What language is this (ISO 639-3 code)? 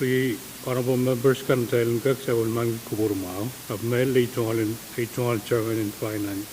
pon